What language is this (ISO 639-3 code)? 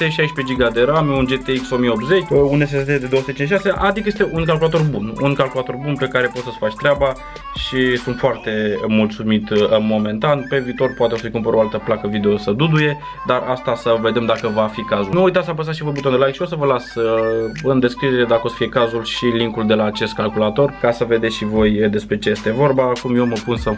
ron